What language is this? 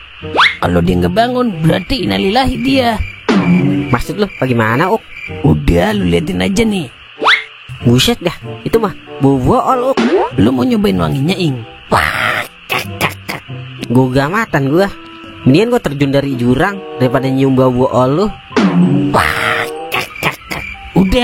Betawi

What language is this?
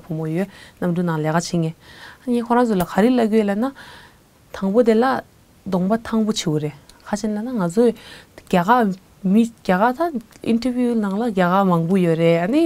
Tibetan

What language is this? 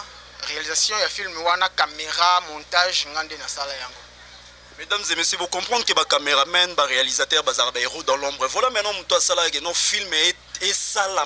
Lingala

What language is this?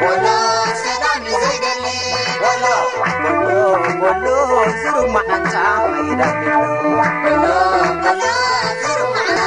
Tigrinya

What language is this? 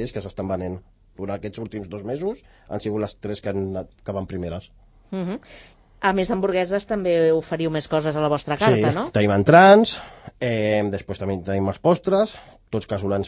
Catalan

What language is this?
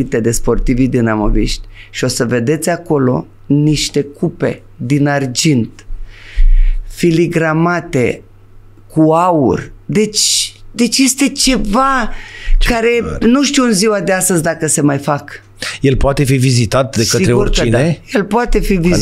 Romanian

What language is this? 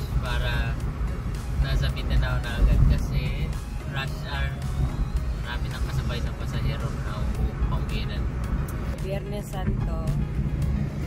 Filipino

